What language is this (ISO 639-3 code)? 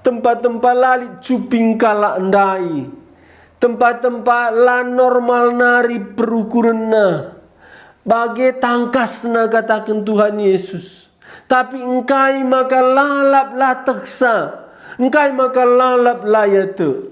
btx